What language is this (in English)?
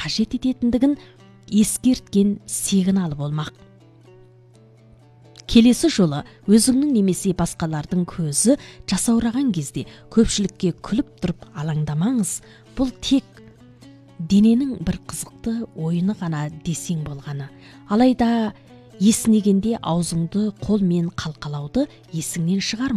Kazakh